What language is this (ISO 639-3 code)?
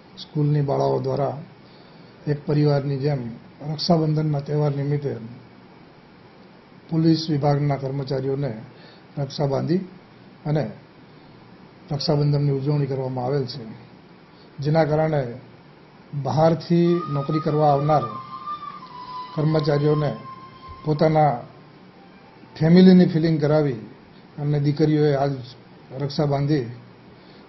guj